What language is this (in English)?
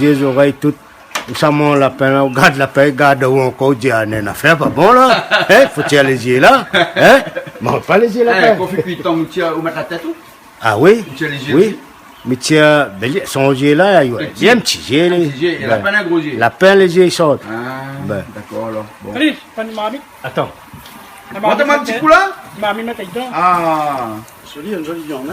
Réunion Creole French